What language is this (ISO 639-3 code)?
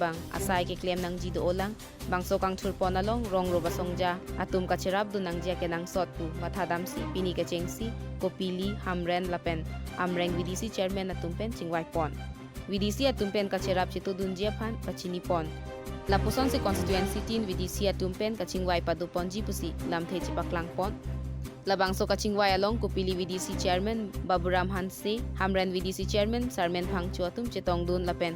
mjw